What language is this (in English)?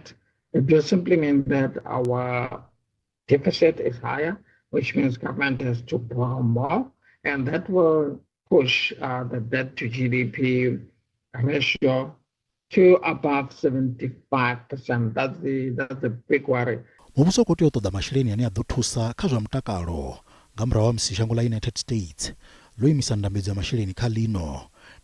Venda